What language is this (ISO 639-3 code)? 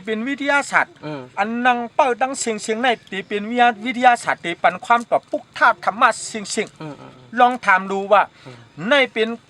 shn